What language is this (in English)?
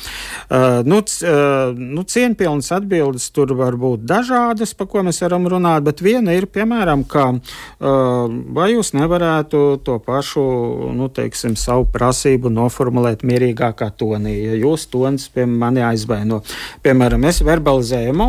Latvian